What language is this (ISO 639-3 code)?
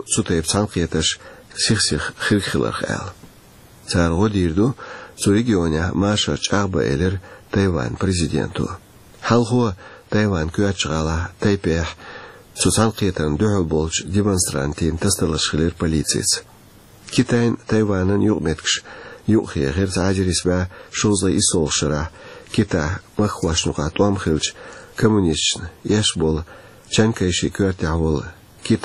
che